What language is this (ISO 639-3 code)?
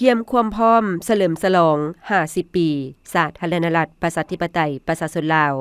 lao